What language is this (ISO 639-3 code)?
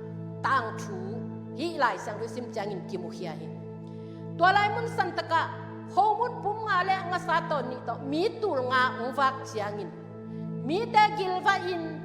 ctd